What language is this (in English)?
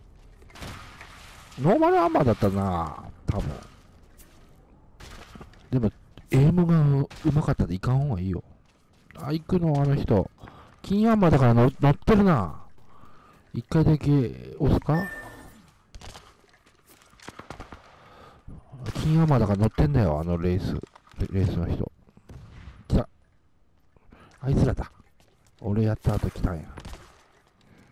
Japanese